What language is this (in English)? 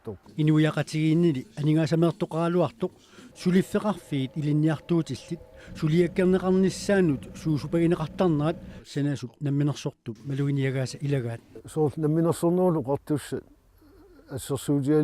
Kalaallisut